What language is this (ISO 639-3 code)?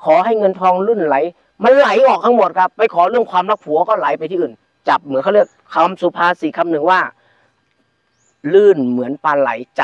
tha